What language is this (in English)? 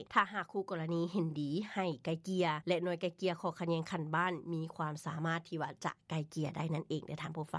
Lao